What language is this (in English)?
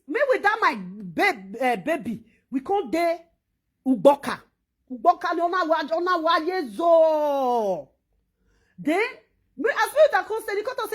Nigerian Pidgin